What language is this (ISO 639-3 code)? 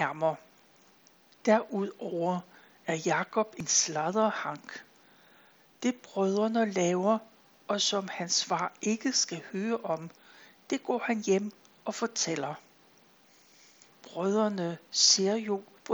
dan